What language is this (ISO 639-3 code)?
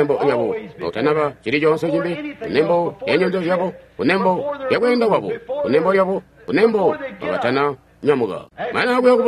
toi